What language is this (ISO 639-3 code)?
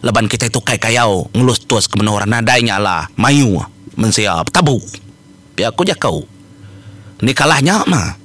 iba